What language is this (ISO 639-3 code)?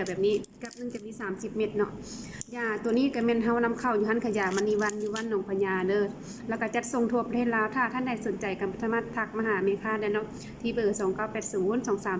lao